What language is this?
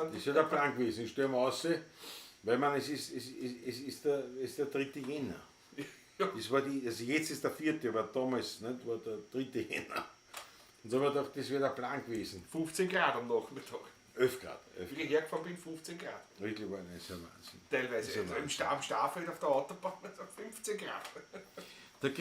Bavarian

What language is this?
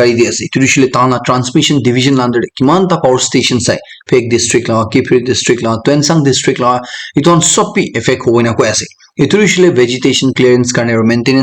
Naga Pidgin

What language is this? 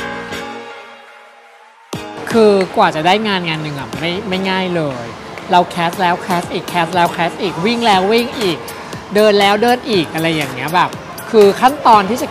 Thai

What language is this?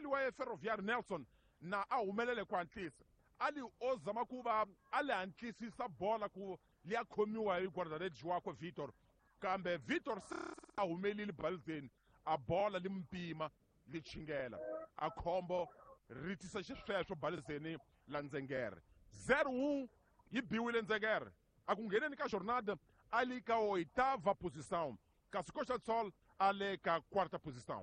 Tsonga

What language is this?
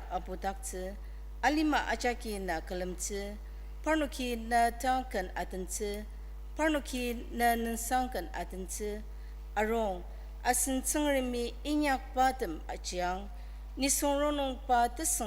Ao Naga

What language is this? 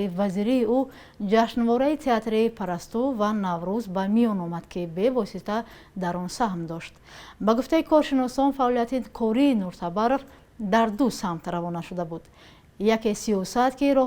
Tajik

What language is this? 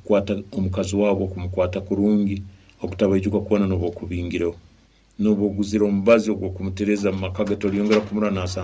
Nyoro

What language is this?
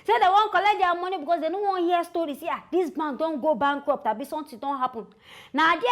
Nigerian Pidgin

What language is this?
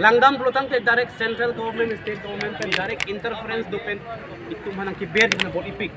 Karbi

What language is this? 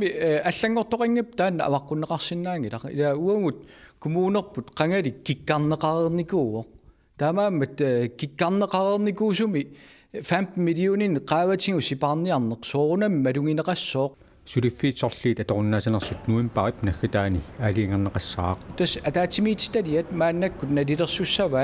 Kalaallisut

